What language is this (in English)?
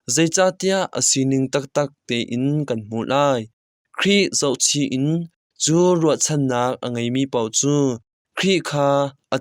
Hakha Chin